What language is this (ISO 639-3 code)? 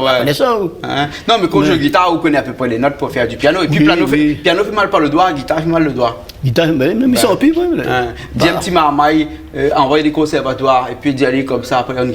rcf